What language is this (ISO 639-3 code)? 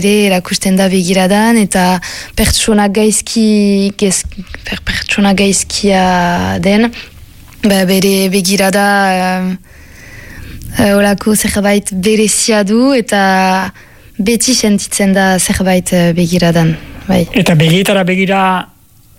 eus